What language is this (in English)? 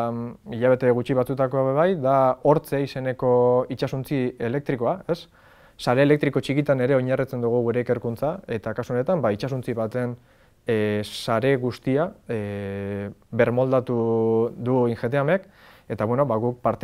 Basque